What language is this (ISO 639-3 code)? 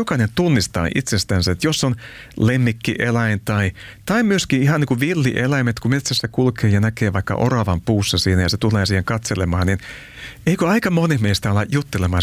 fin